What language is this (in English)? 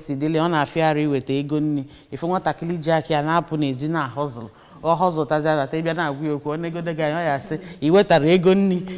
Igbo